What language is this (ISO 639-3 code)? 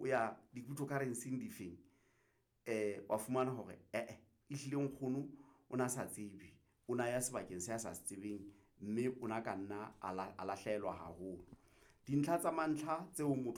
sot